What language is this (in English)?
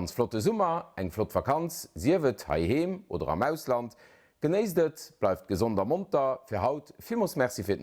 Luxembourgish